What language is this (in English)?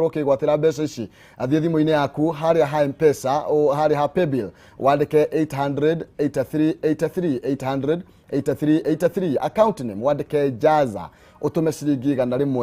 Kikuyu